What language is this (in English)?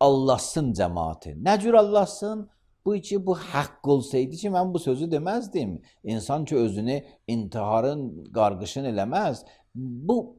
Azerbaijani